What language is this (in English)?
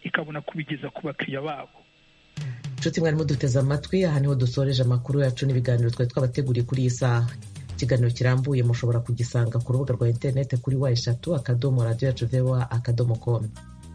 Kinyarwanda